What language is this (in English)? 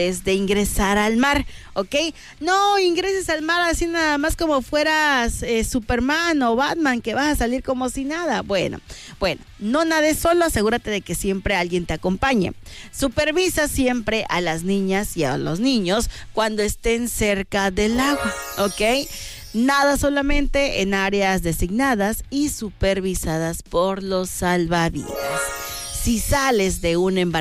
Spanish